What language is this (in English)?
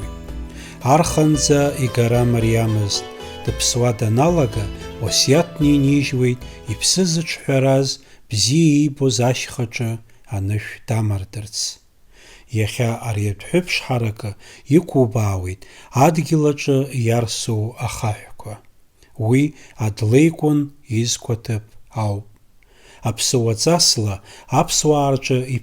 Abkhazian